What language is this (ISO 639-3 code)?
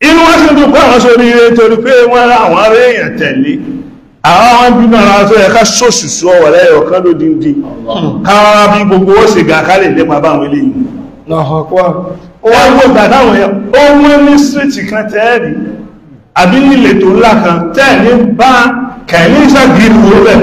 yor